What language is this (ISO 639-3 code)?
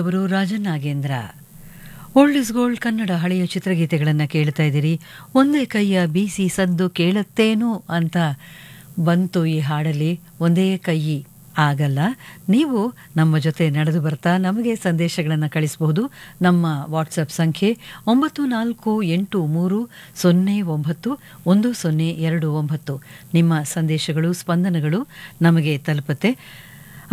kan